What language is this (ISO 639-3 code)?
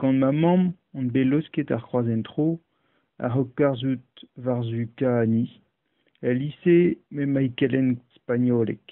bre